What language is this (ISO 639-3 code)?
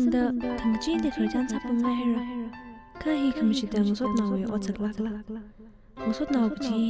nmf